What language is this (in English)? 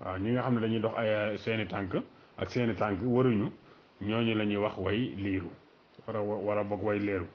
Wolof